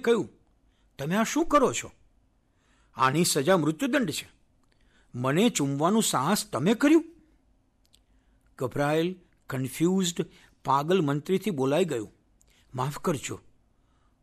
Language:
Gujarati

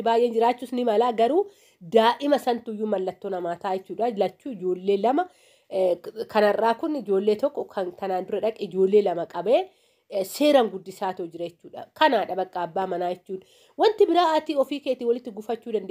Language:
Oromo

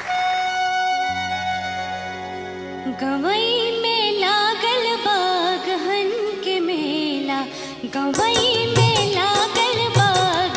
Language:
Bhojpuri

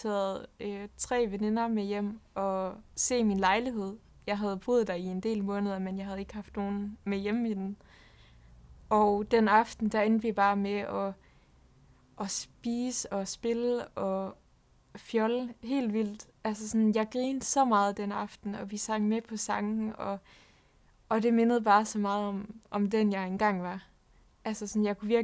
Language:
Danish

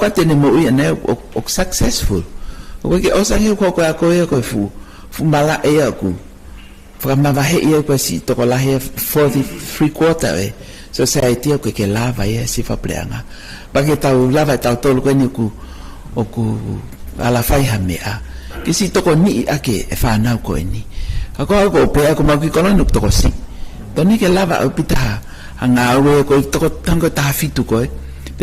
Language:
Tongan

